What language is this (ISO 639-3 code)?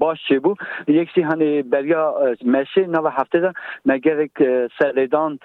kur